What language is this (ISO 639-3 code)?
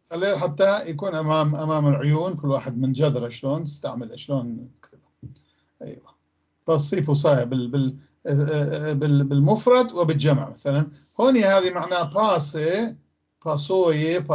apc